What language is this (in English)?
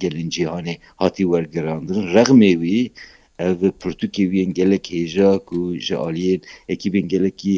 Kurdish